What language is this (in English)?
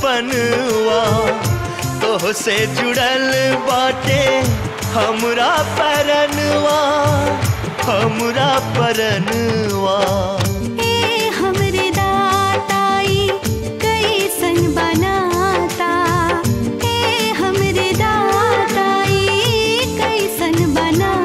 Bhojpuri